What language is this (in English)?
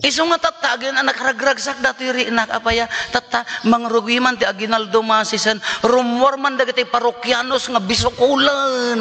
Iloko